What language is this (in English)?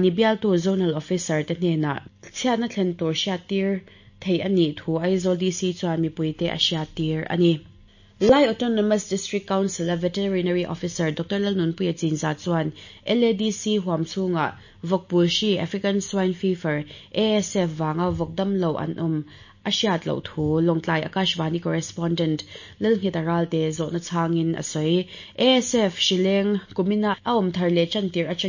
Mizo